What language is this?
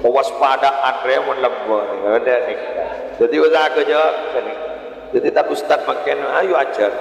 Madurese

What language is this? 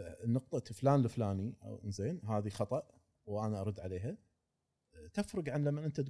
Gulf Arabic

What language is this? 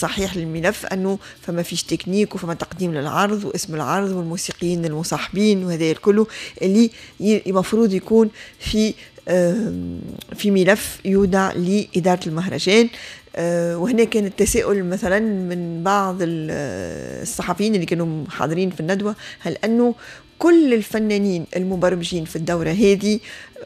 Tunisian Arabic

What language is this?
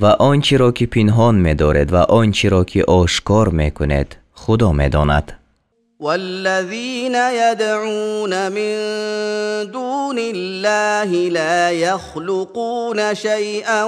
Tajik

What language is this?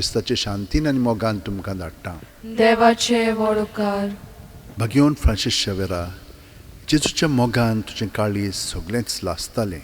Konkani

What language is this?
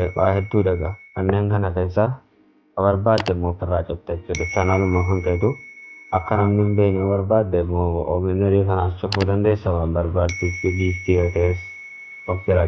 Oromo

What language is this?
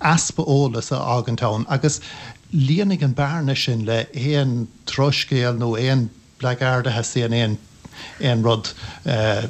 Irish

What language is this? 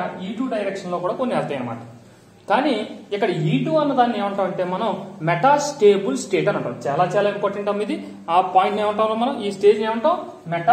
Telugu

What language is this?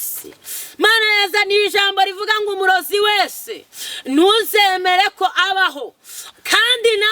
Kinyarwanda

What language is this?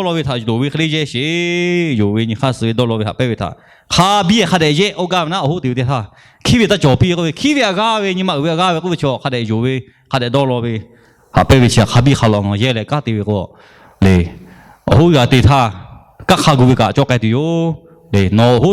Lahu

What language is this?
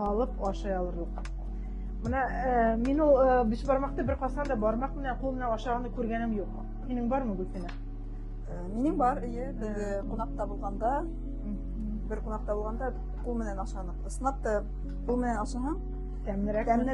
Bashkir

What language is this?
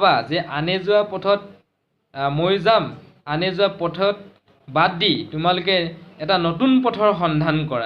Assamese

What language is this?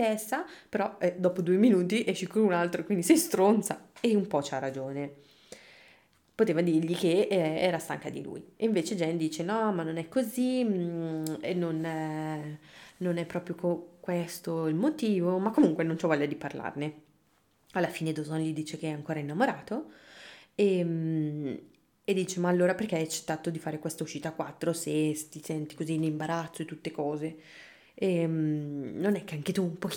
Italian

